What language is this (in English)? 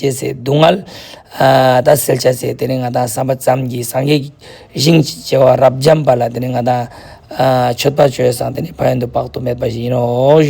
Ladakhi